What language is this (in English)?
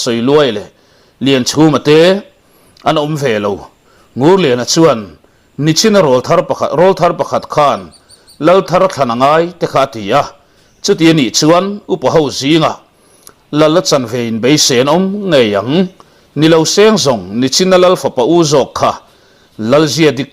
Mizo